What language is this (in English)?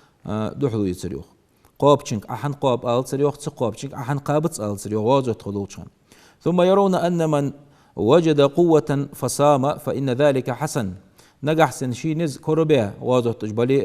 Ingush